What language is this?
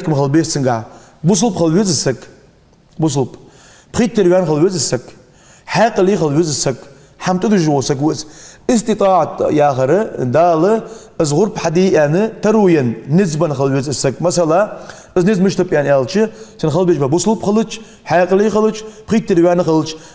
Ingush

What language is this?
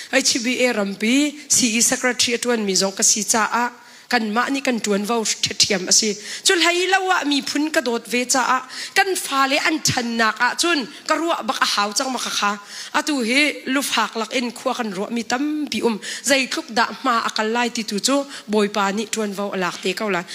Hakha Chin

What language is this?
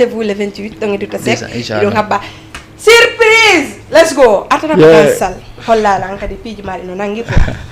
Fula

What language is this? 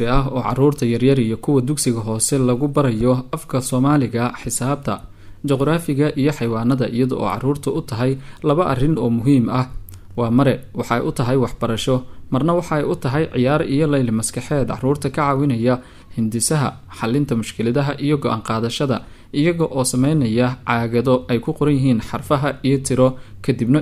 Somali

